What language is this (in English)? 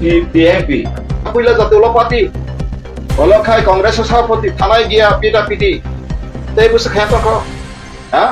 Kok Borok